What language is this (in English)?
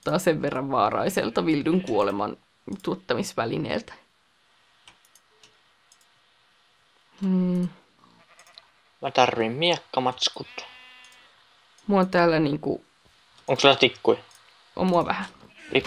Finnish